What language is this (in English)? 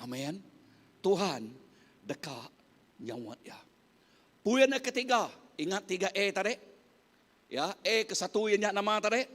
Iban